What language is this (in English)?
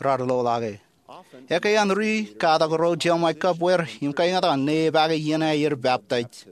Marshallese